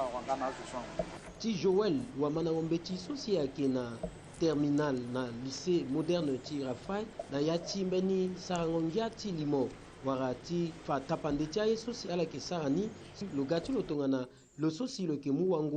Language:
Sango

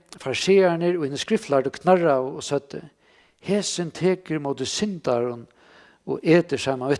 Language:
Faroese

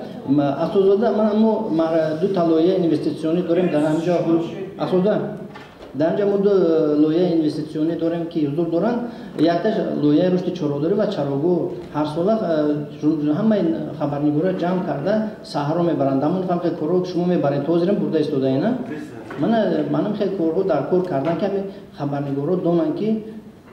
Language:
Tajik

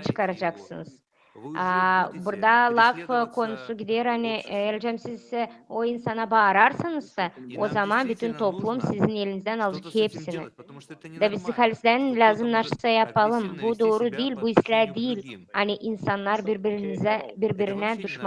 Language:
Gagauz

